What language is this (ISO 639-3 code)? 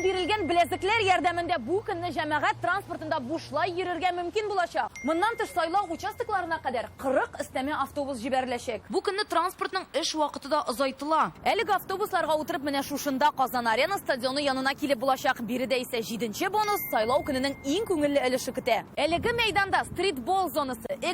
tat